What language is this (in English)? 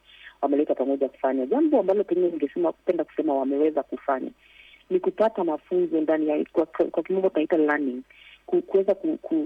Swahili